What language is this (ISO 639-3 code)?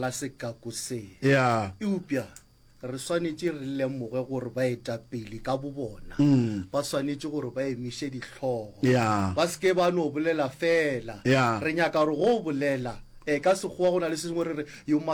nso